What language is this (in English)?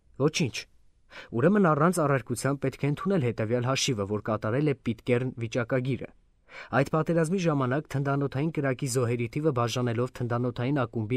Armenian